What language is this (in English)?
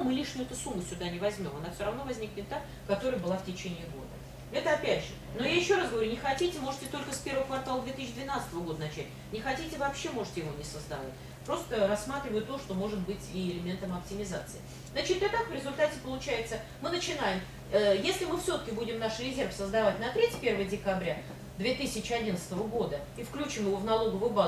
Russian